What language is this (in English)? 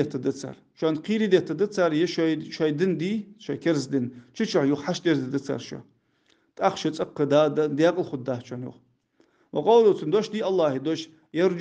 Ingush